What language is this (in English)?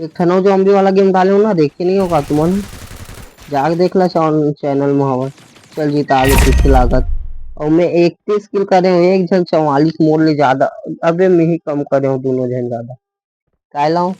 Chhattisgarhi